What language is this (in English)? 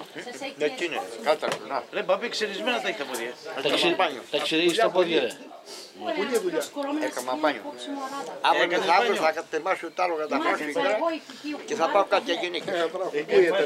Greek